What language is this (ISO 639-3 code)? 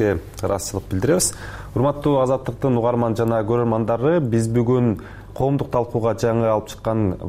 kir